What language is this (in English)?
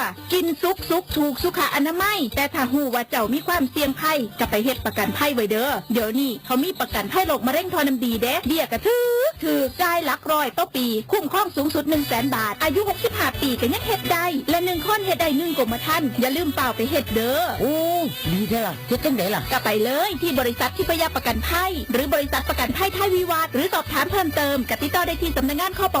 Northeastern Thai